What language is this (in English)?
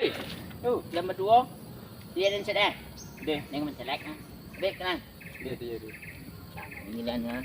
Minangkabau